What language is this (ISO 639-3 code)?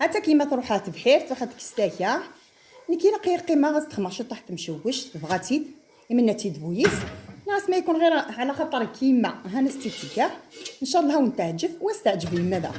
kab